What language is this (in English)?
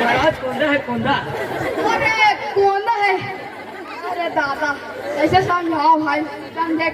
Chhattisgarhi